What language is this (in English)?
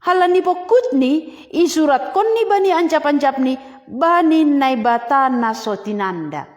Batak Simalungun